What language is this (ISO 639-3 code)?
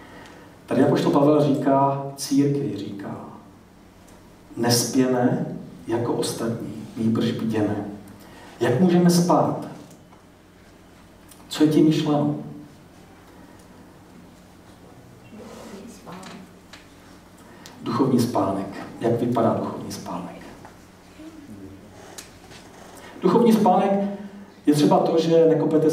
ces